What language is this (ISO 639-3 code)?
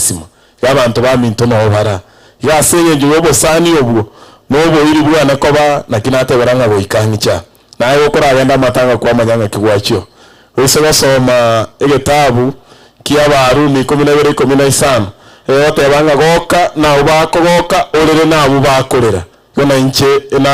guz